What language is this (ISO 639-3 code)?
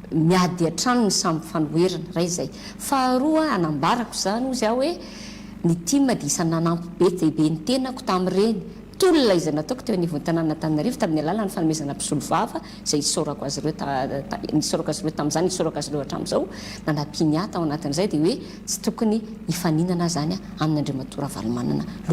mlg